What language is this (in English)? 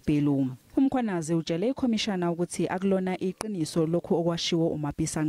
Zulu